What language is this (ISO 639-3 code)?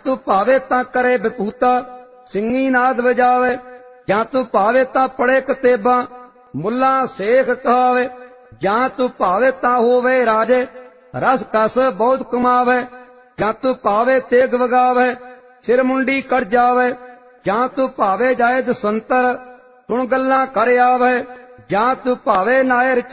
pan